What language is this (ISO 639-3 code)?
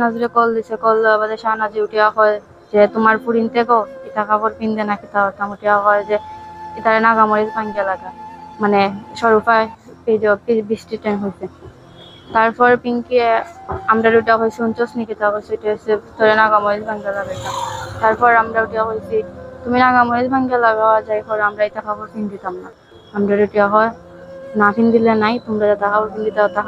syl